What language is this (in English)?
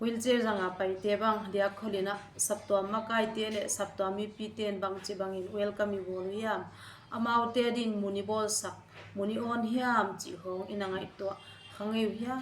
Paite Chin